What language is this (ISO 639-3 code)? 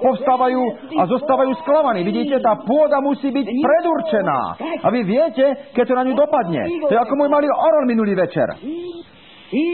slk